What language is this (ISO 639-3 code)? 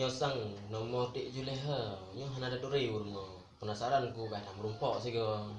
ace